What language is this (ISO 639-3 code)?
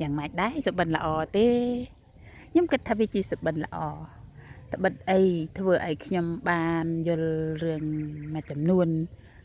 khm